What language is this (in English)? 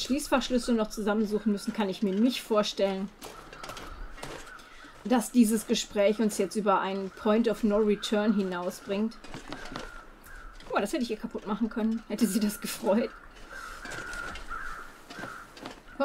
German